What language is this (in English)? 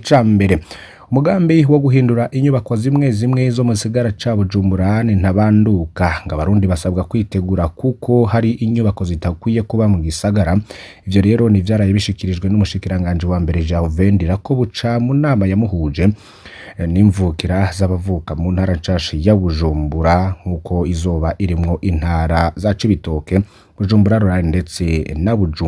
Rundi